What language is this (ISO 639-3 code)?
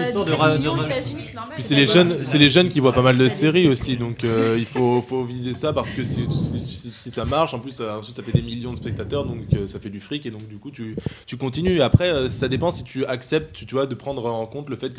fra